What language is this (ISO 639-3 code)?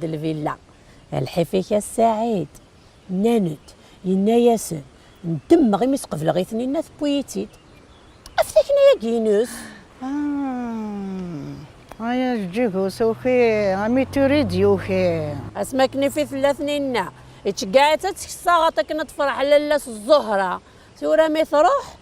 kab